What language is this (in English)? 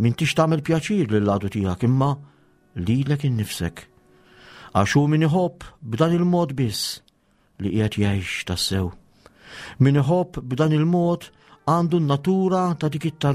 Maltese